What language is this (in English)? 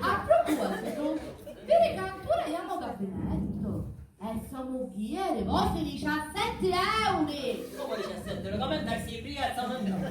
Sicilian